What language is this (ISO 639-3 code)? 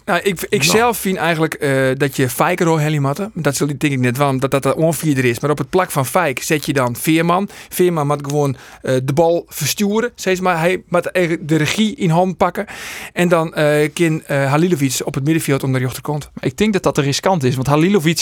fry